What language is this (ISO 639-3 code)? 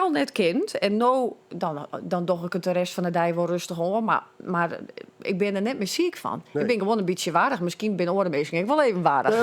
fry